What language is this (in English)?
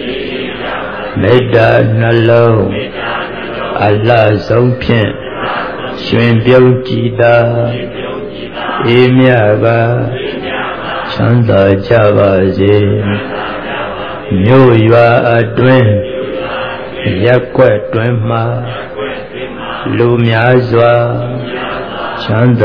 Burmese